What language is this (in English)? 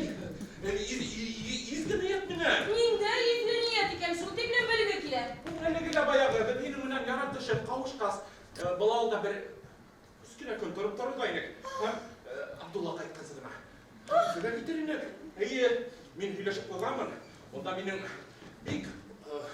Bashkir